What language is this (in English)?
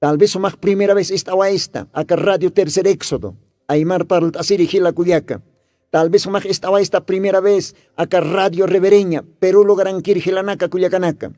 Aymara